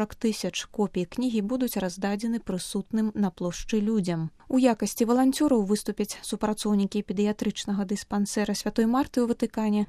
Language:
Belarusian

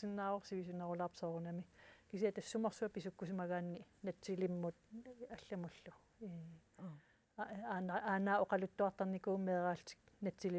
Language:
Kalaallisut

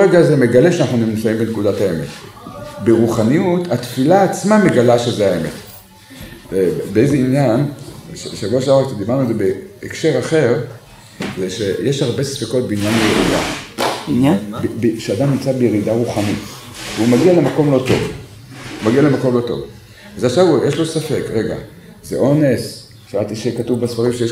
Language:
Hebrew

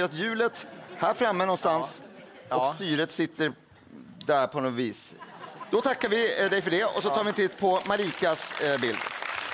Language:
Swedish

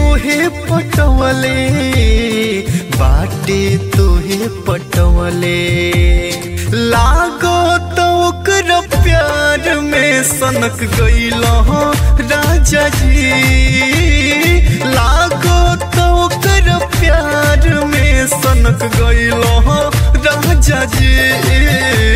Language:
Bhojpuri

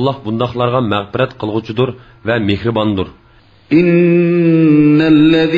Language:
Uyghur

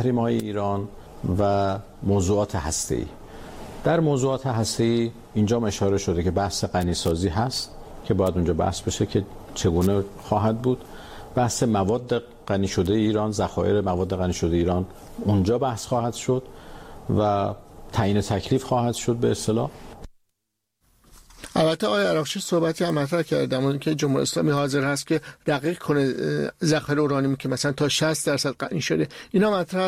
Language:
Persian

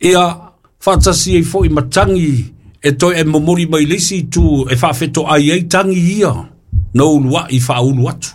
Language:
Samoan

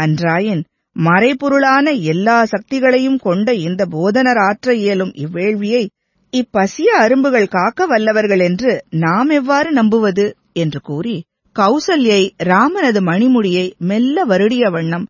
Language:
Tamil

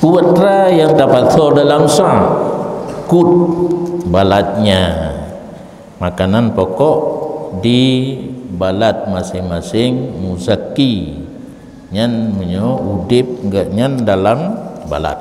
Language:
Achinese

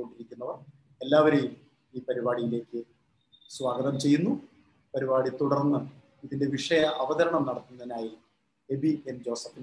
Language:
Malayalam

